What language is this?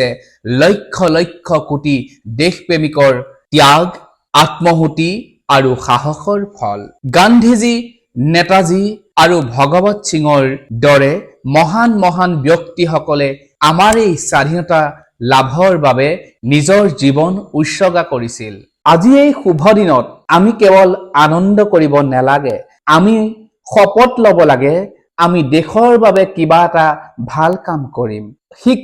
Assamese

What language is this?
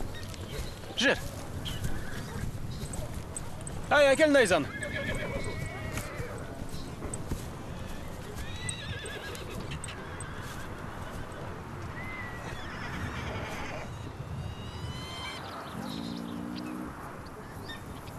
Kazakh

